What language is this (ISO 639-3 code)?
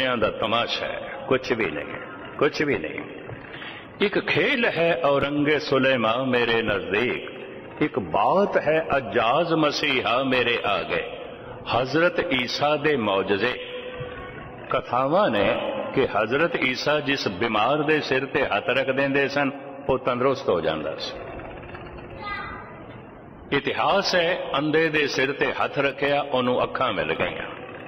pan